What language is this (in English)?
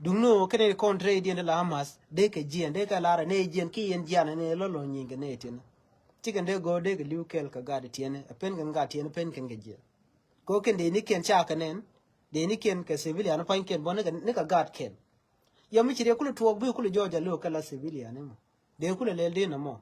Nuer